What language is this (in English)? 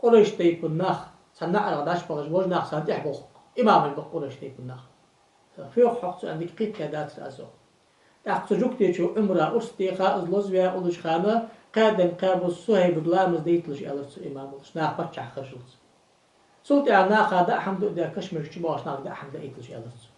Ingush